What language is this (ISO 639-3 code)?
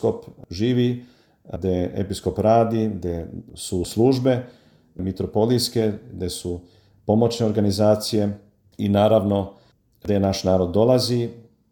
srp